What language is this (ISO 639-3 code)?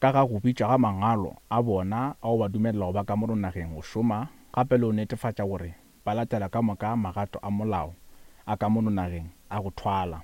nso